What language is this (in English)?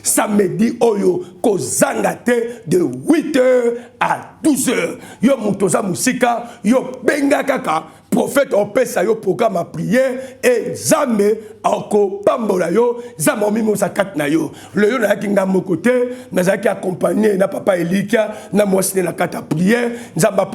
Lingala